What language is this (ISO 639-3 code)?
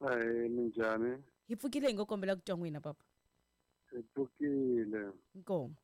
tso